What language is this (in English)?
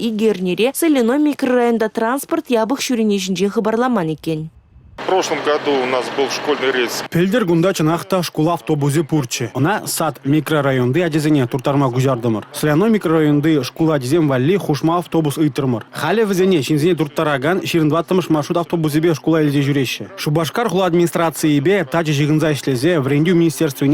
Chuvash